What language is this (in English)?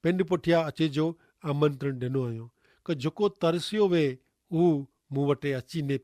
Kachhi